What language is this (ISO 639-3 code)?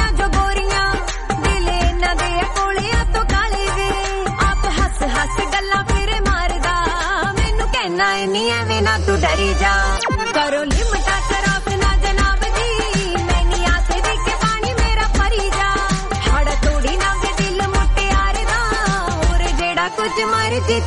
pan